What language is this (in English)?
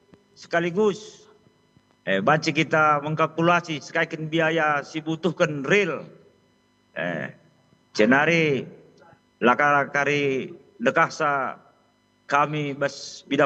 Batak Karo